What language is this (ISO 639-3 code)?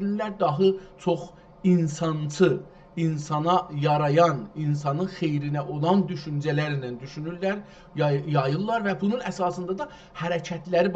azb